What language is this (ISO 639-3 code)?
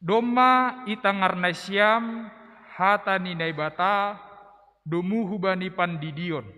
bts